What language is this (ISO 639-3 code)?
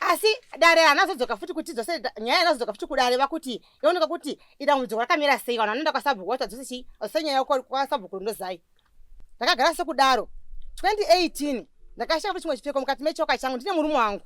sna